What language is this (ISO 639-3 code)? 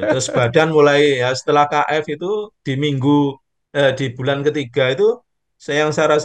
ind